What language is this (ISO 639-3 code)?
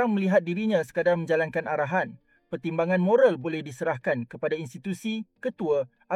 msa